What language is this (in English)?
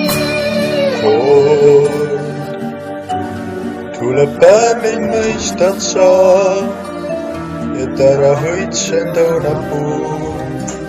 Estonian